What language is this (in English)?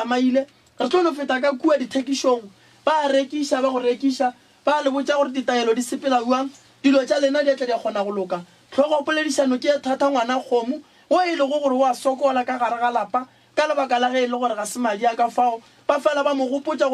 Northern Sotho